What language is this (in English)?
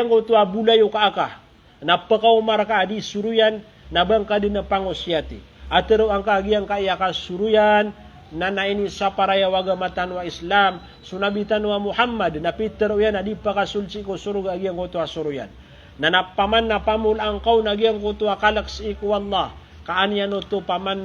Maranao